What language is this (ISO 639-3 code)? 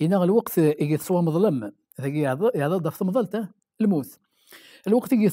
kab